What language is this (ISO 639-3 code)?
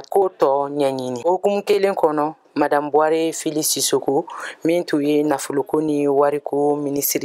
bam